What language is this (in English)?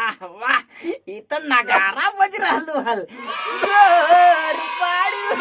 Magahi